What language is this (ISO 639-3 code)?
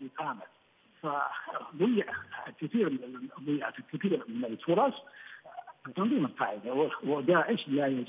ara